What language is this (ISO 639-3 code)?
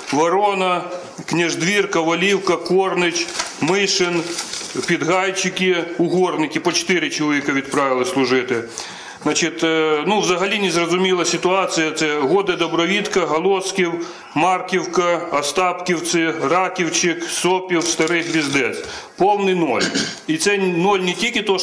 ukr